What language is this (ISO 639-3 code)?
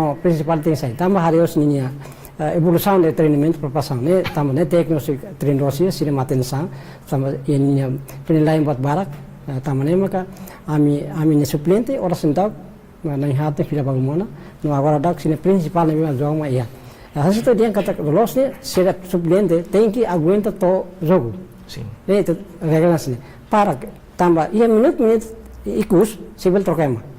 tet